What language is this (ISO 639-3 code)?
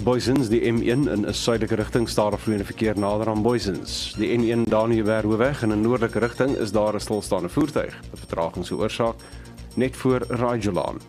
afr